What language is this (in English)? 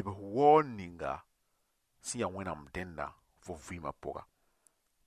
Mossi